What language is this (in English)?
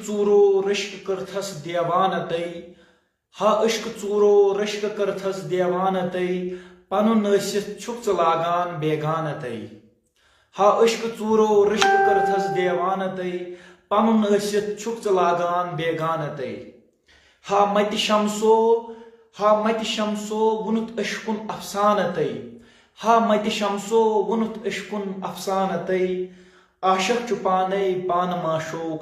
Kashmiri